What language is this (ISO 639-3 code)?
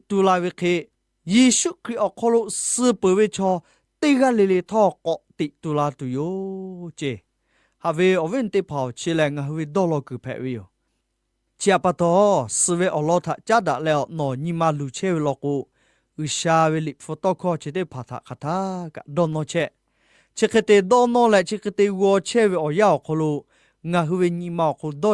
lhu